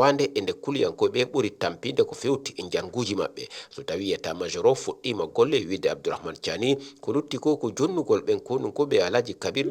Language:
Fula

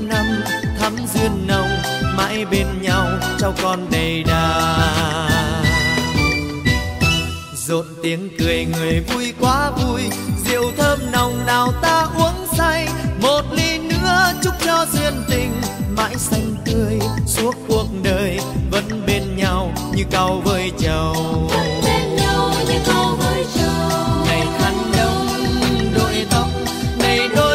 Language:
Vietnamese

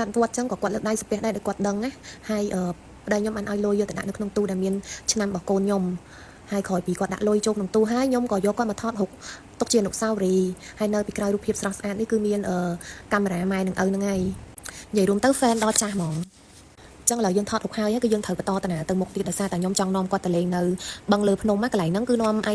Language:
Khmer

